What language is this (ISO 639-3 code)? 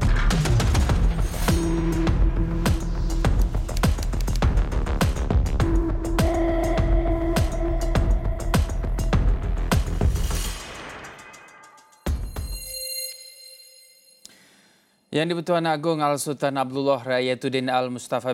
msa